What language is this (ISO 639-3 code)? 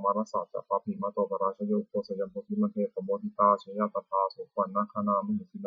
pli